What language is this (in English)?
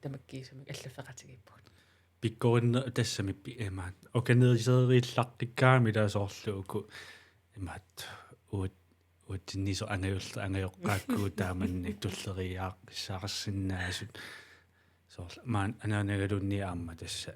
Kalaallisut